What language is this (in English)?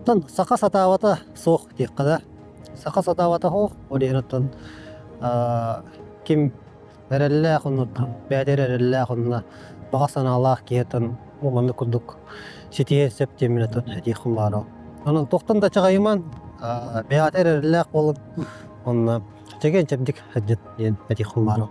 Yakut